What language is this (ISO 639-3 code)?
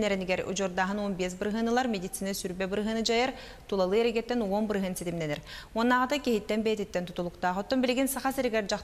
sah